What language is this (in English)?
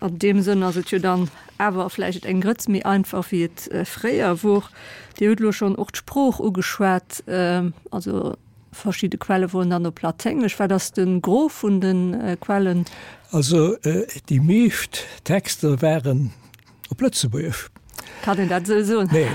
Luxembourgish